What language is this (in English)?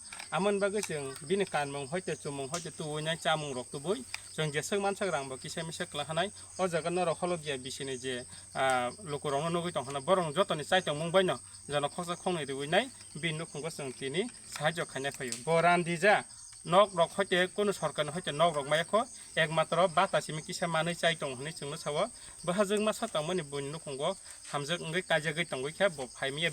Kok Borok